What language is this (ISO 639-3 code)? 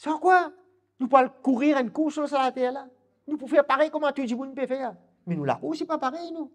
mfe